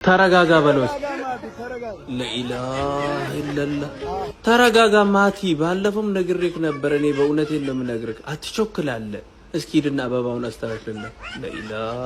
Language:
Amharic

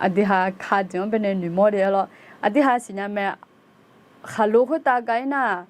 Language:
Akha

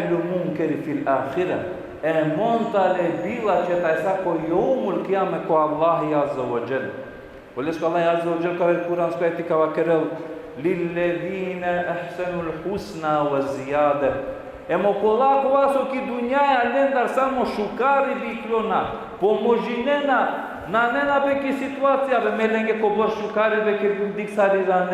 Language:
Balkan Romani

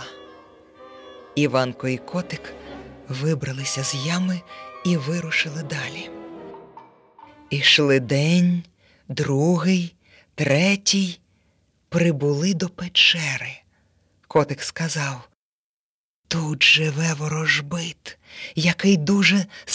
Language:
Ukrainian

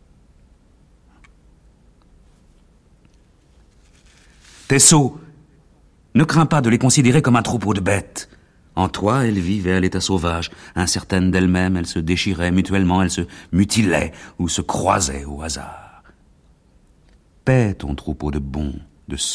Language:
French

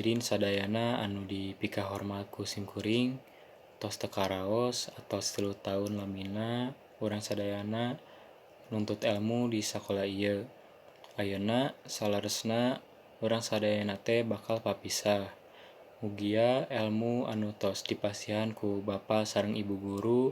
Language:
Sundanese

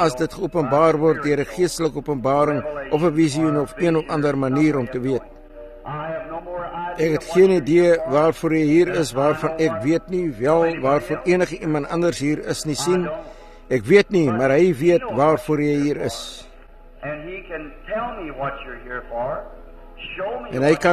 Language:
Afrikaans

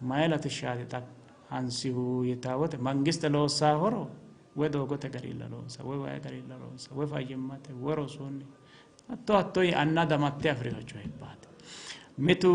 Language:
Sidamo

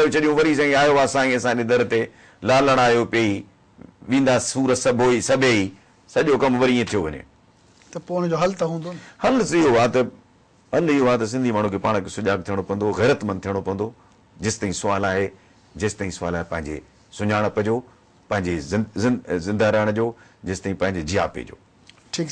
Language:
Sindhi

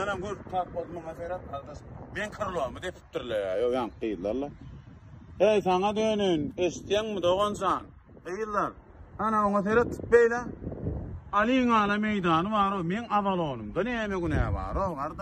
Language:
Turkmen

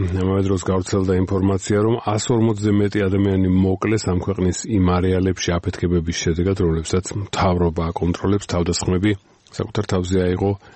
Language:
Georgian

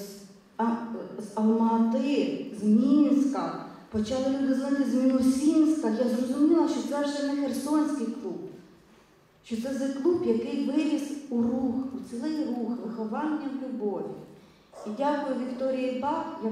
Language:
Ukrainian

